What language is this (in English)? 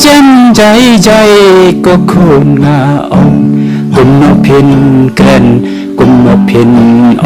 Khasi